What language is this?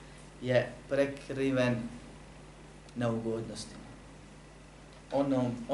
Bosnian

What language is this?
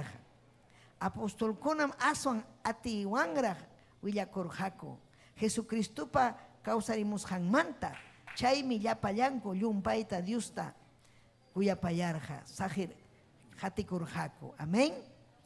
Ayacucho Quechua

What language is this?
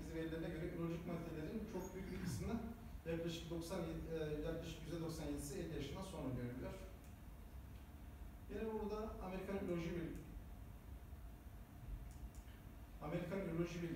Turkish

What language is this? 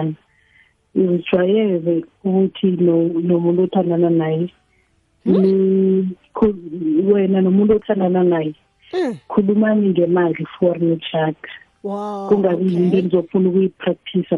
South Ndebele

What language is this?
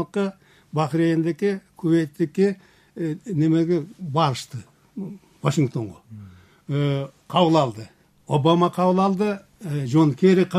Kyrgyz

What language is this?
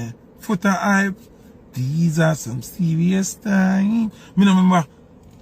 Jamaican Creole English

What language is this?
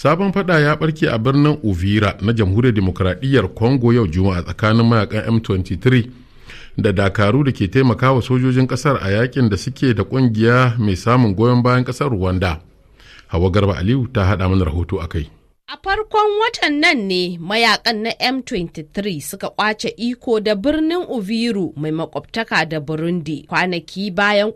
Hausa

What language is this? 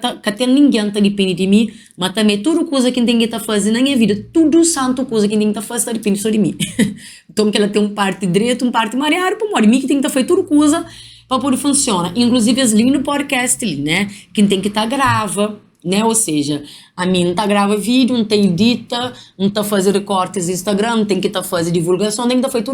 Kabuverdianu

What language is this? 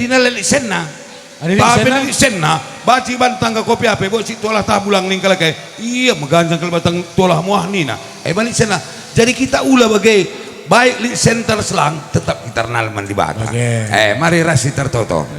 Batak Karo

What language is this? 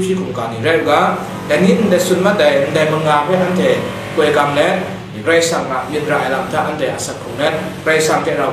Kachin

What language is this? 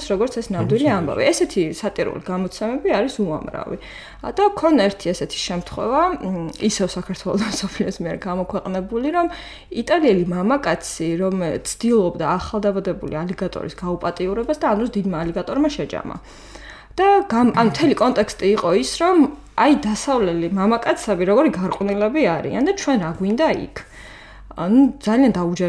Georgian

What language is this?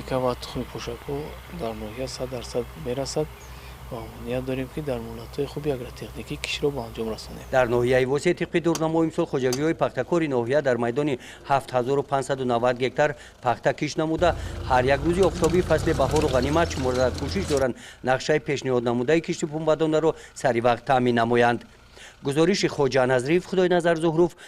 Tajik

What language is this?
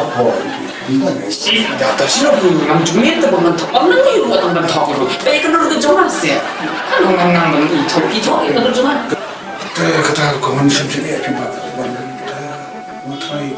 Khasi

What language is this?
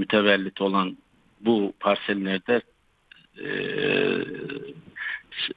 Turkish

